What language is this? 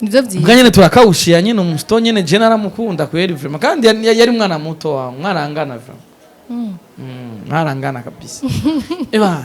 Rundi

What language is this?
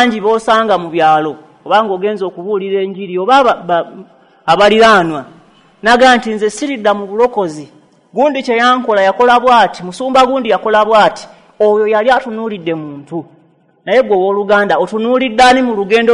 Ganda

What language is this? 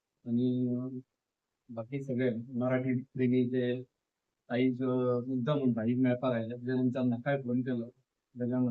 Konkani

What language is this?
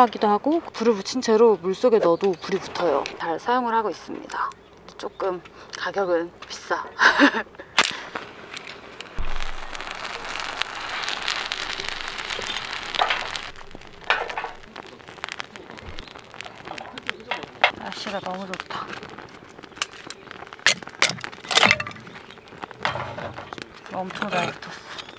Korean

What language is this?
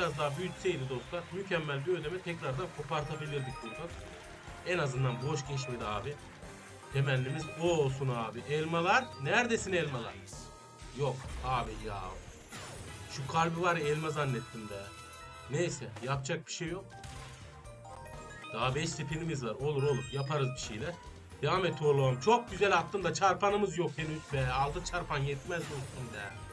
Turkish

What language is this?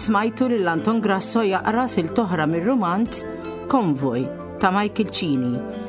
Maltese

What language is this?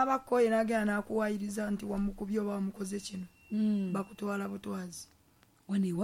Ganda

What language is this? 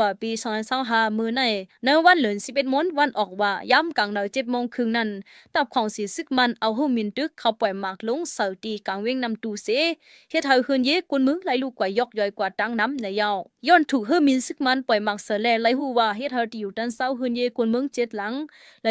Shan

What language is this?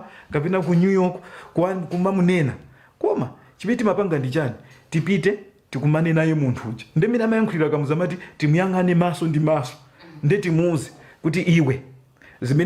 Nyanja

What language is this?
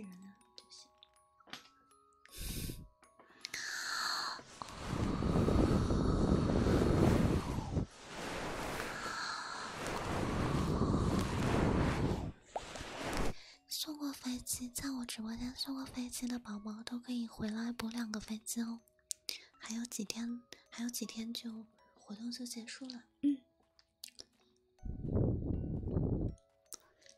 Chinese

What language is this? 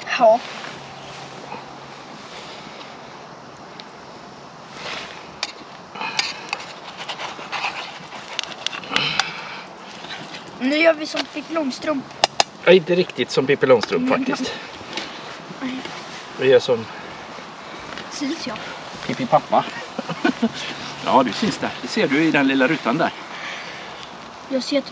Swedish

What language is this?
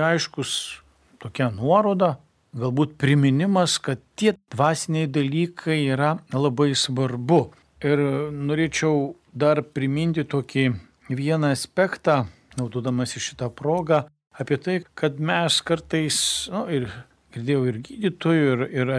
Lithuanian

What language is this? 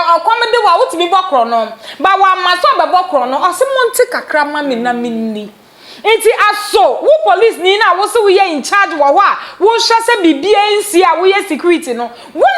Akan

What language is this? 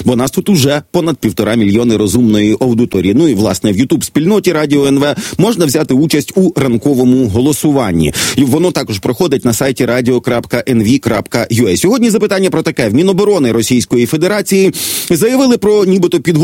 Ukrainian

